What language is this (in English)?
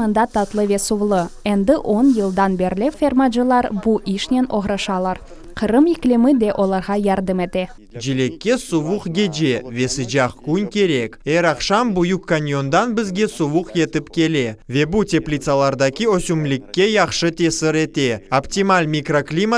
Crimean Tatar